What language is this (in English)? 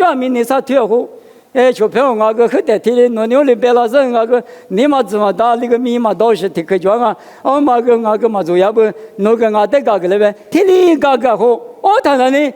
Lisu